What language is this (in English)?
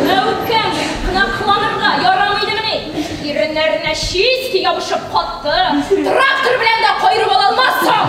Tatar